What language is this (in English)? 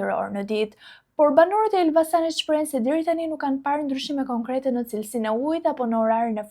Albanian